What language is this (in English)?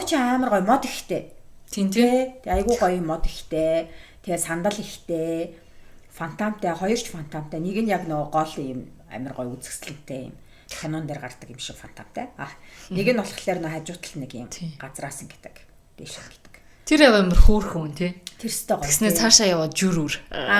Mongolian